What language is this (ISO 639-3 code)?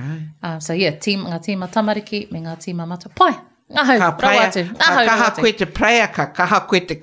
mri